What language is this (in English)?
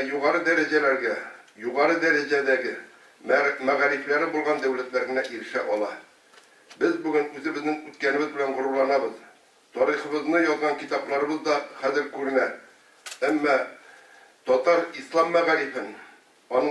Tatar